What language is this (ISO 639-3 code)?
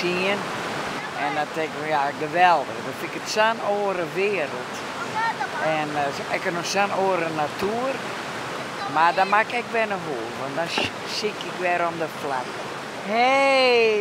fry